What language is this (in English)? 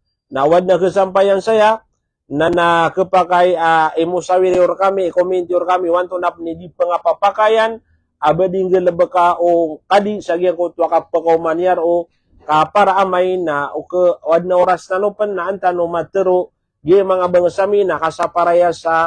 Maranao